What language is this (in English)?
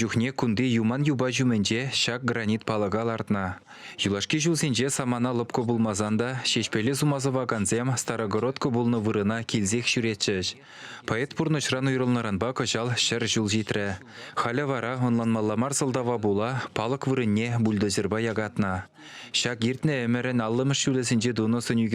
Chuvash